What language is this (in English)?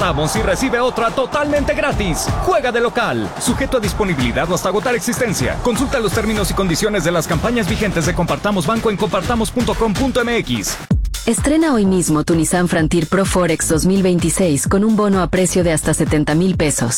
Spanish